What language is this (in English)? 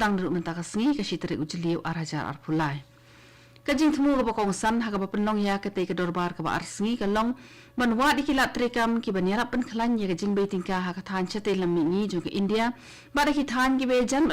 Khasi